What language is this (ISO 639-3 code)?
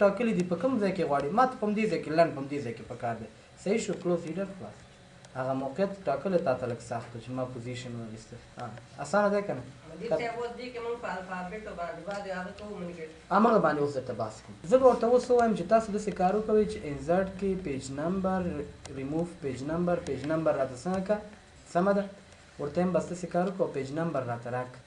pus